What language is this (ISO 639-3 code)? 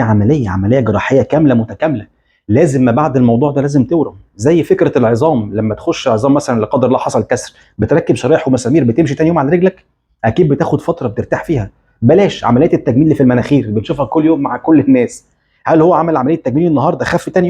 arz